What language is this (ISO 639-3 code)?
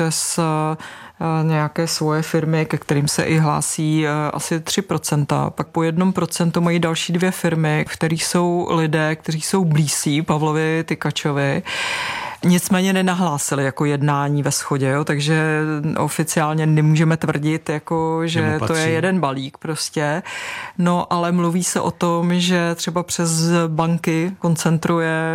ces